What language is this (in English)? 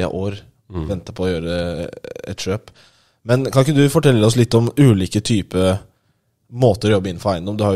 Norwegian